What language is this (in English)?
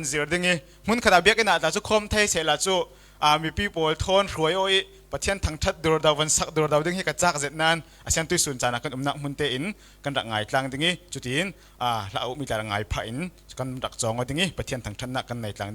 Falam Chin